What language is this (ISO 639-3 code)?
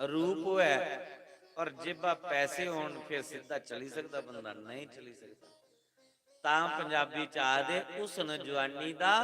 doi